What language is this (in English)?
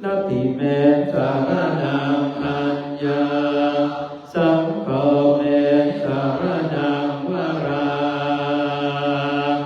Pali